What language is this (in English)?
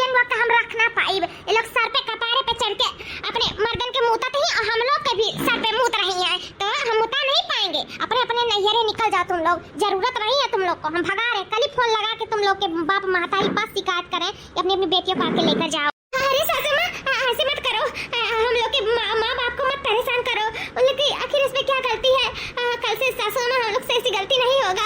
Awadhi